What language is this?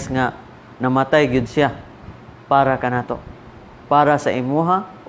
Cebuano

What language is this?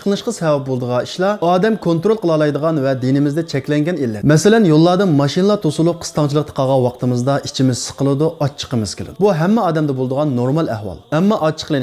Uyghur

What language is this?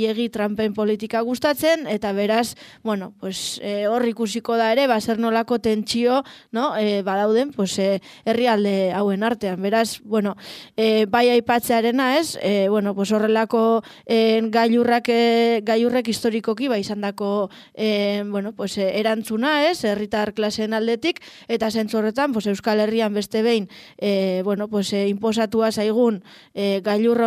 Basque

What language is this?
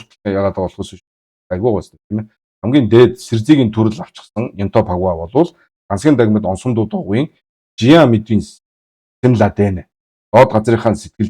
Mongolian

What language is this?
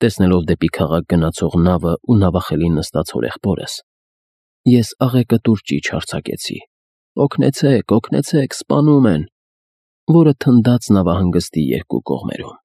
Armenian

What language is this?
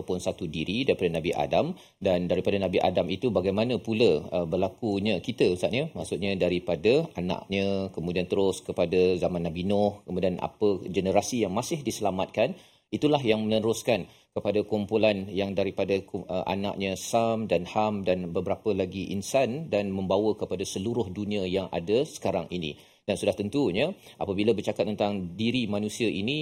Malay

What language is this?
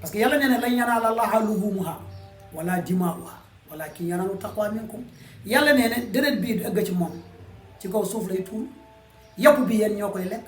Wolof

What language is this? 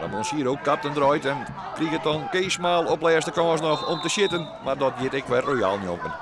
Western Frisian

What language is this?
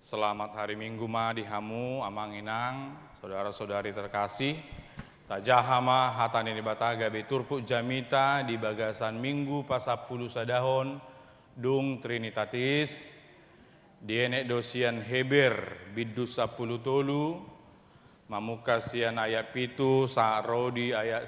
Batak Toba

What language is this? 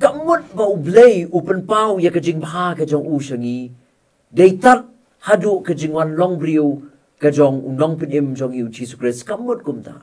Khasi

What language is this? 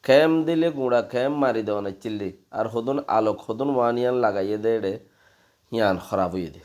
Rohingya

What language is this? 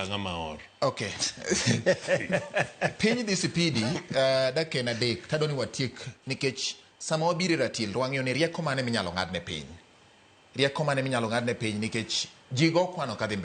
Luo (Kenya and Tanzania)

